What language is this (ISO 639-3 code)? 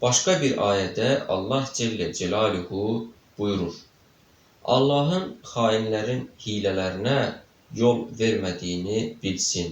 aze